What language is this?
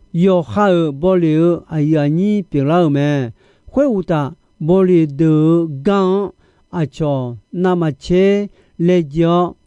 Akha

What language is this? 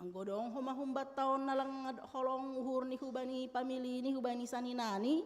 Batak Simalungun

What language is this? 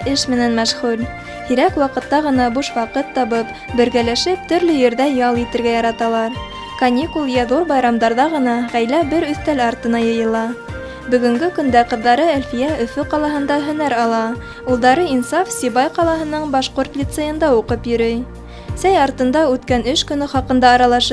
Bashkir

